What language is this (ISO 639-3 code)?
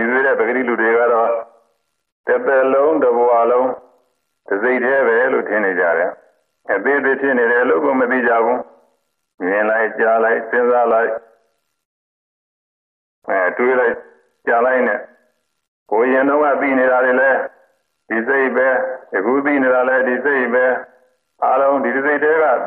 mya